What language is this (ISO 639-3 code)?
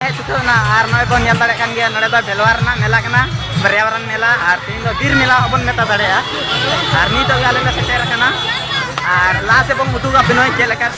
sat